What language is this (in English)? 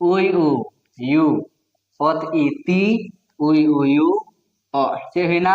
Santali